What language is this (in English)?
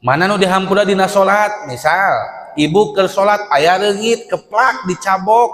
Sundanese